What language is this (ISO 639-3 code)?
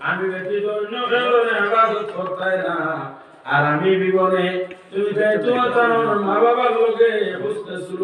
syl